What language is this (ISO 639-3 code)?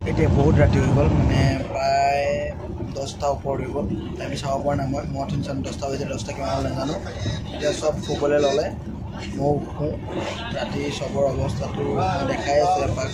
asm